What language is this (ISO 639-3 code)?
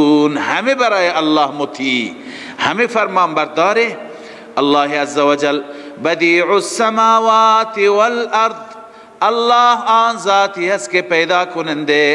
fas